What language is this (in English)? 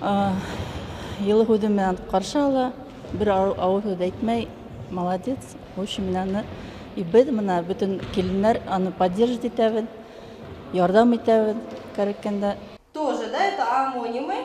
Bashkir